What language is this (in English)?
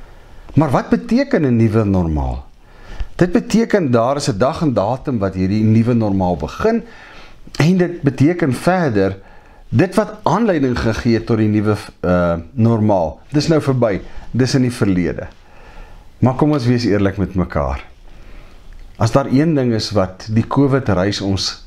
Afrikaans